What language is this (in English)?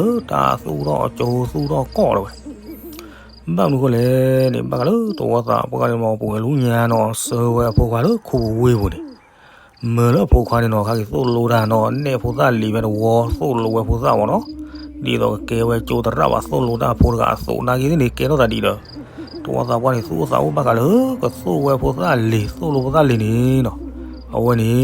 S'gaw Karen